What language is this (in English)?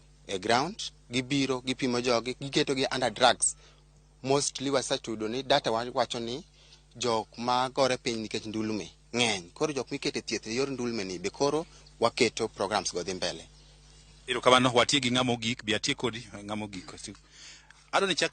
Luo (Kenya and Tanzania)